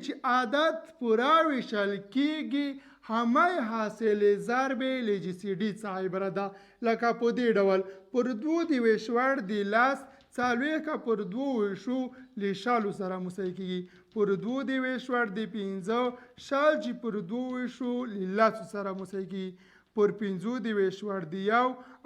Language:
Pashto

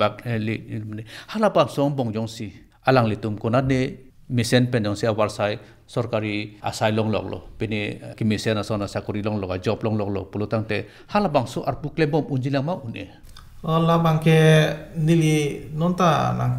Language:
Karbi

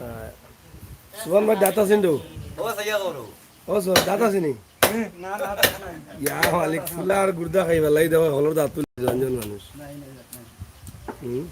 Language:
Sylheti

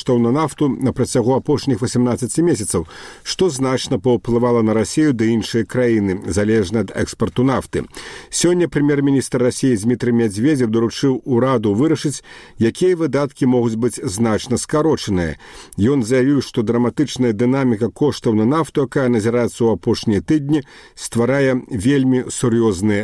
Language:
Belarusian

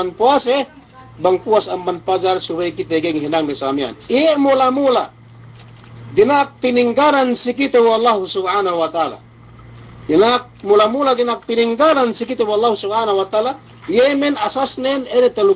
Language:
Yakan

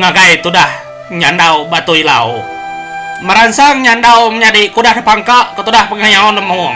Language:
Iban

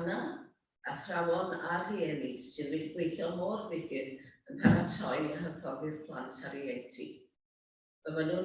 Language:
Welsh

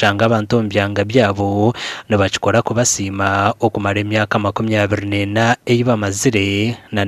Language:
Nyankole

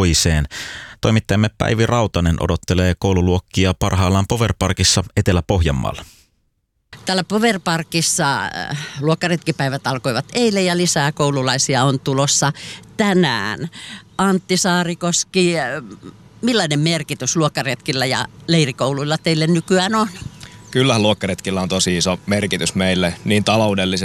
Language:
Finnish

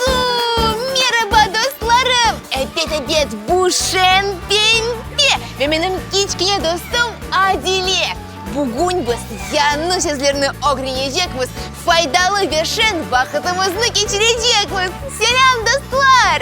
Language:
Crimean Tatar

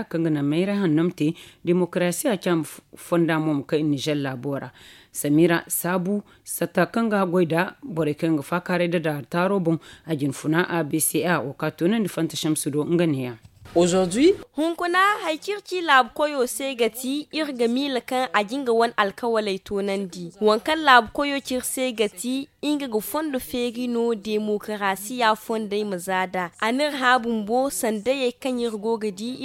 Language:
Zarma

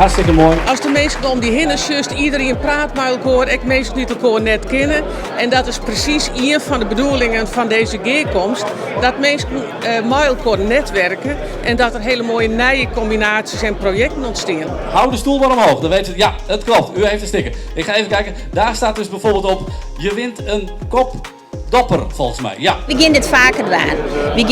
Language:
Western Frisian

